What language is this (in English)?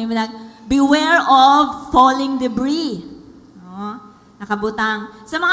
Cebuano